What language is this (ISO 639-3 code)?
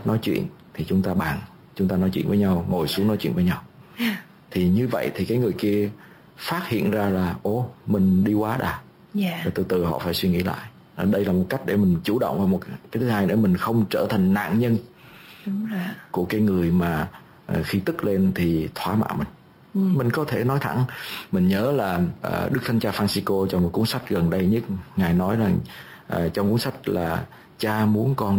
vie